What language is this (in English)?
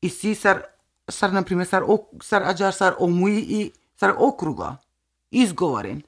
Macedonian